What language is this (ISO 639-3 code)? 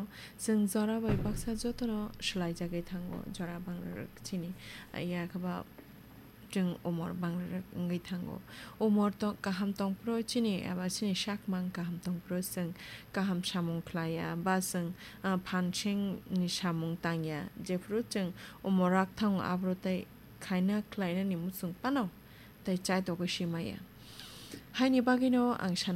trp